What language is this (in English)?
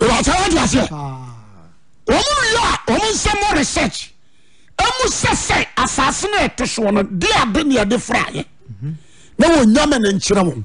Akan